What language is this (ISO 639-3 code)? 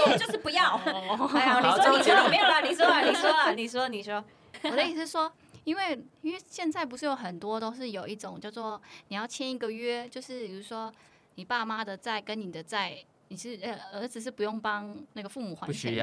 zho